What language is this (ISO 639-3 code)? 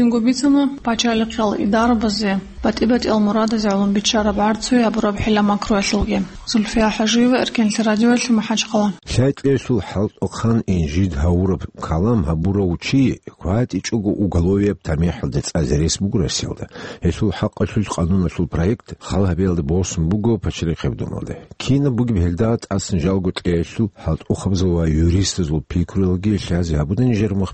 ava